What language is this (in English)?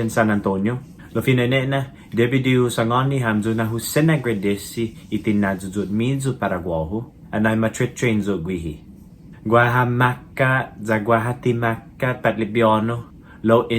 Chamorro